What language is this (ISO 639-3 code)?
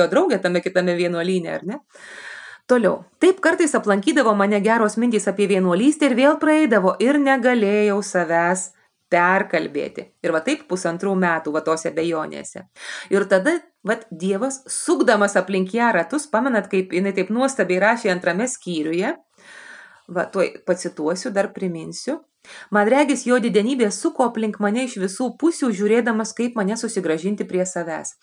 lit